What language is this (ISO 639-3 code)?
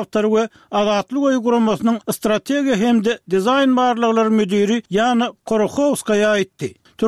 tuk